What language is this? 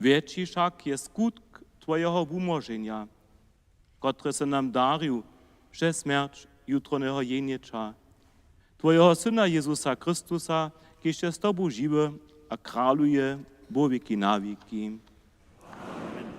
Upper Sorbian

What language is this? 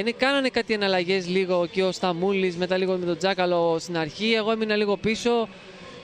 Greek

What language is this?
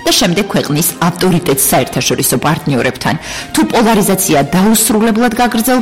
Georgian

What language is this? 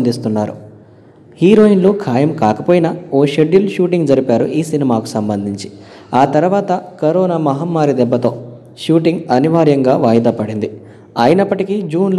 Telugu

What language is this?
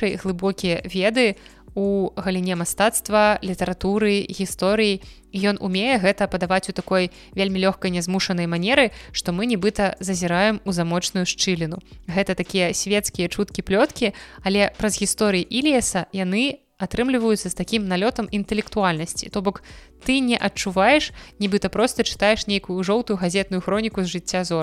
Belarusian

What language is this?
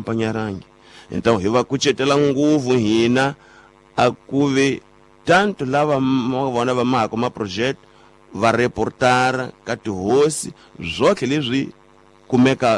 Tsonga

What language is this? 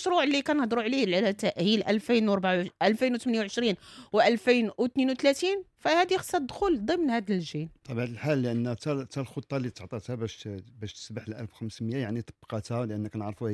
Moroccan Arabic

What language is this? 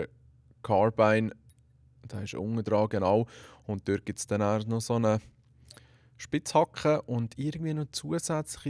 Swiss German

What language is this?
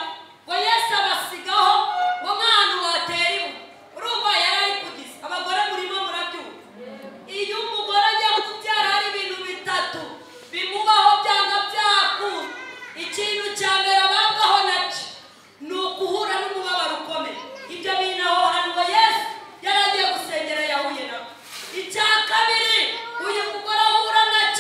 Kinyarwanda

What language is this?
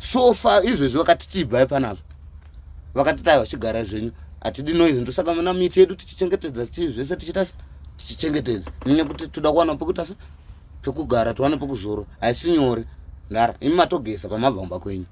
Shona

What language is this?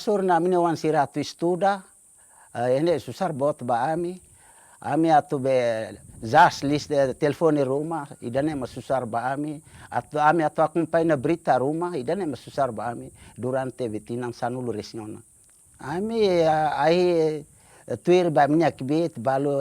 Tetum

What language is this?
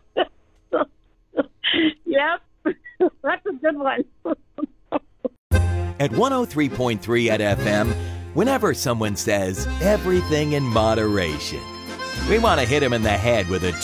English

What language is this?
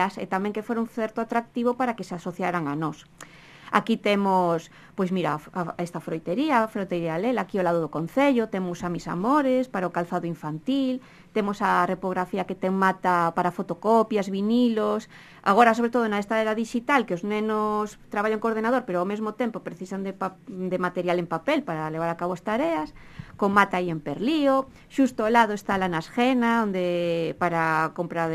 Galician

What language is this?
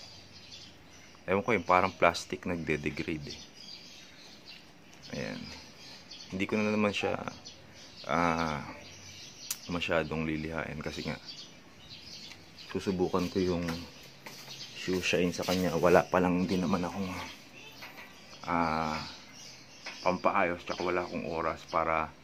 Filipino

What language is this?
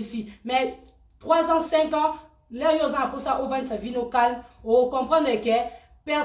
Lingala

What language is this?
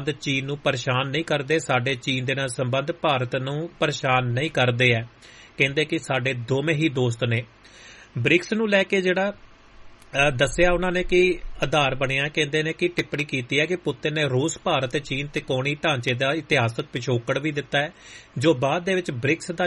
Punjabi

